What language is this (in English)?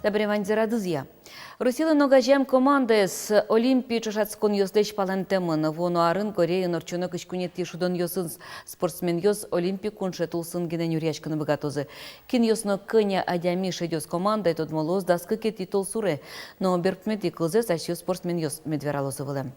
Udmurt